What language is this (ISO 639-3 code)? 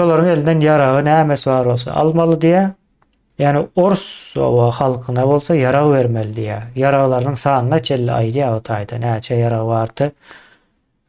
tuk